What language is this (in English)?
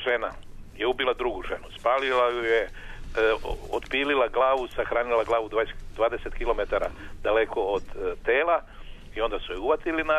Serbian